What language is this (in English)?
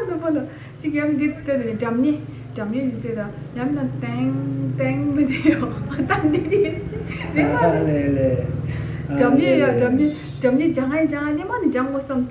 Tibetan